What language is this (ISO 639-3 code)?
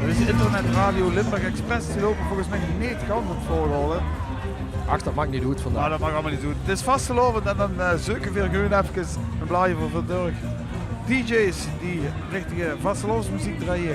lim